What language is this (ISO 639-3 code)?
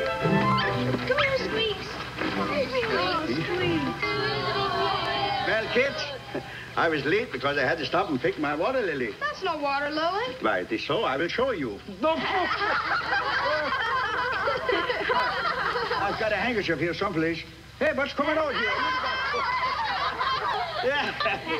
eng